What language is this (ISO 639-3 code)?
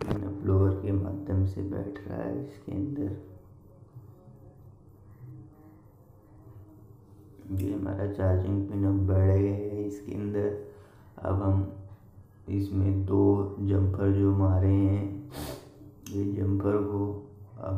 hin